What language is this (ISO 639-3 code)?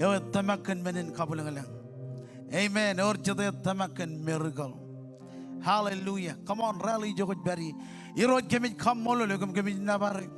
mah